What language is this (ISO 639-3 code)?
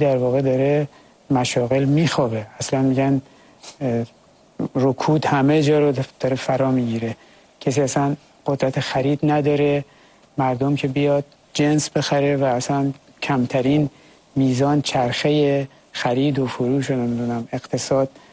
fas